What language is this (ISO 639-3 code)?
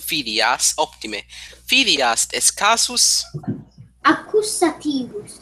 lat